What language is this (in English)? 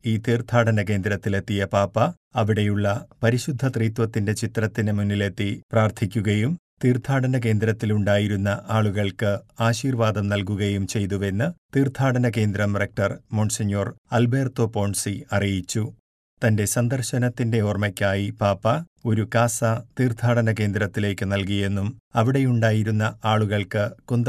Malayalam